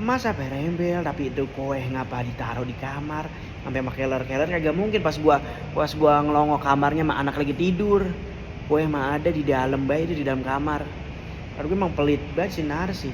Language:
Betawi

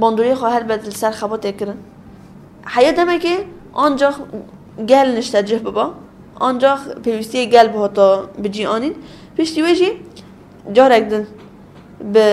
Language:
Kurdish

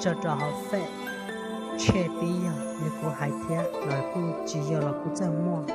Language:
Hmong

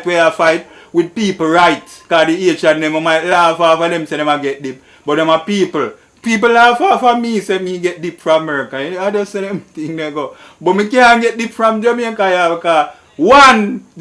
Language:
Jamaican Creole English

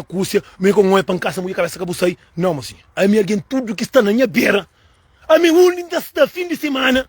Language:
Kabuverdianu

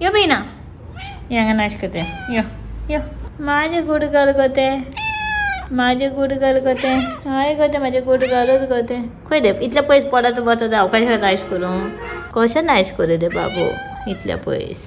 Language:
Konkani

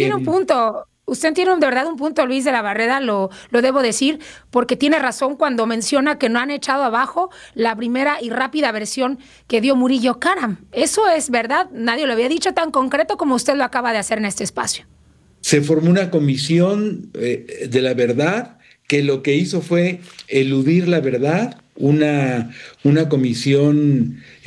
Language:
Spanish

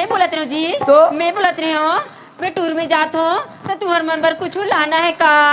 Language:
Chhattisgarhi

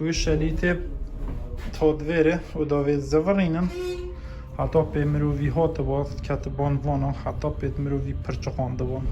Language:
Kurdish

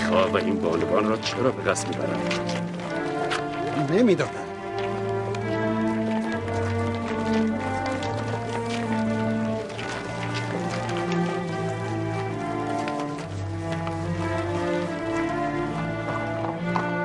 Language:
Persian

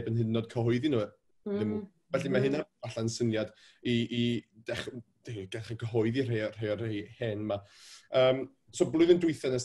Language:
Welsh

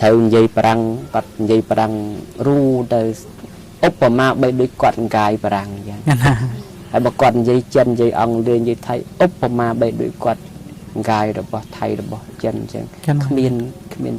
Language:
Khmer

